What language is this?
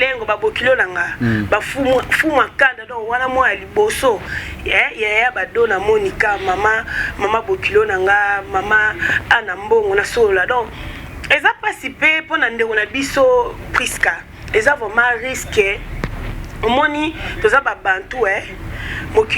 Lingala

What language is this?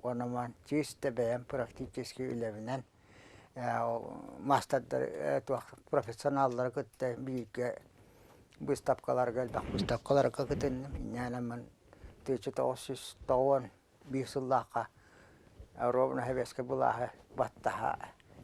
Yakut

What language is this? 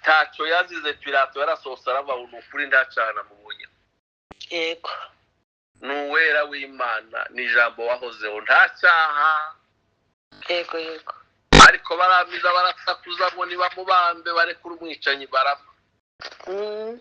Kinyarwanda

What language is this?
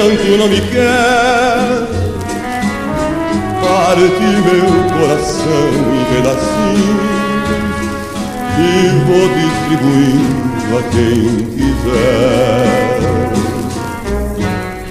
Portuguese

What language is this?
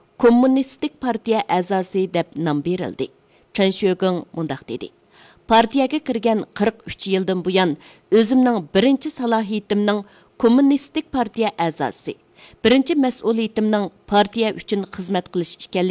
Uyghur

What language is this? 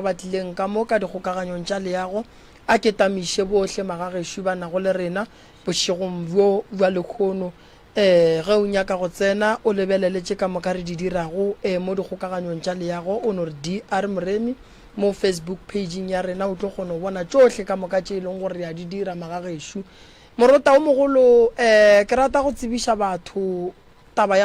Northern Sotho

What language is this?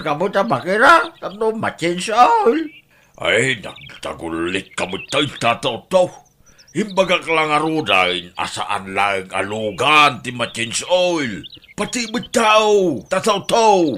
Iloko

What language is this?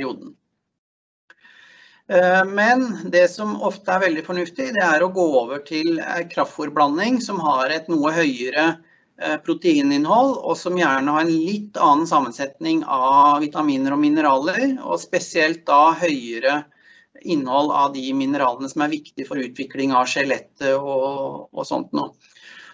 Norwegian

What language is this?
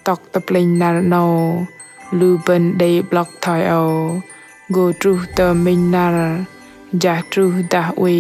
Bahnar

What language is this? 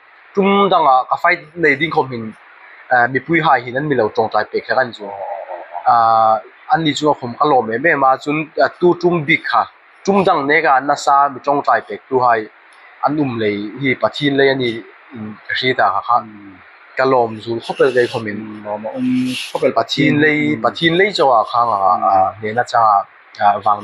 Hmar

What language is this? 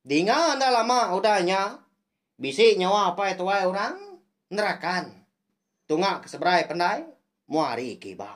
Iban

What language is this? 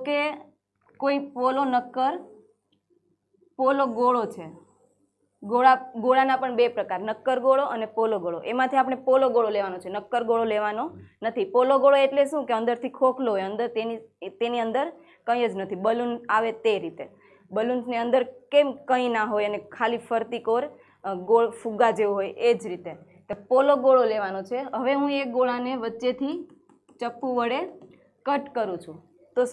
Gujarati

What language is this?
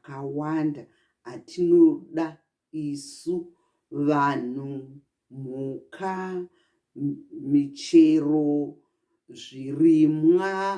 Shona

